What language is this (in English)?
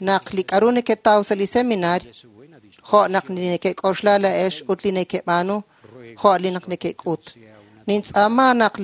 Kekchí